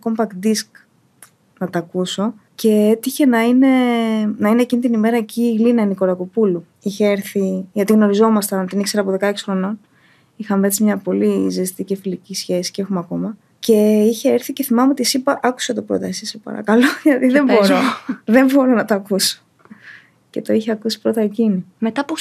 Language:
Greek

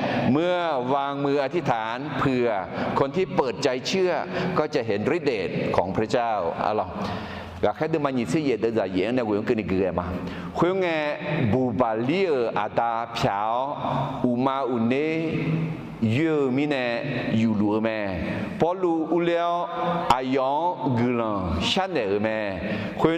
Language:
Akha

